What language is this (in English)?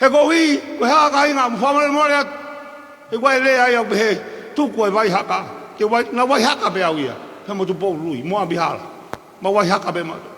Tongan